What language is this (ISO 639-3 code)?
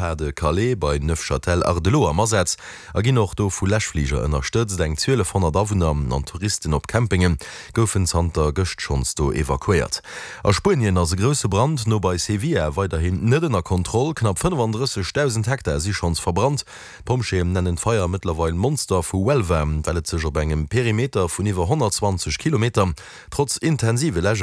ltz